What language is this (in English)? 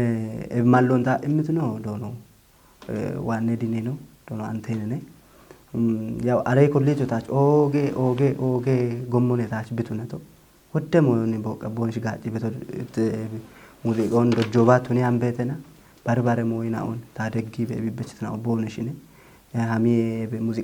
Kafa